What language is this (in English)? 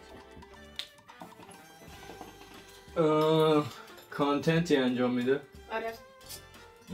Persian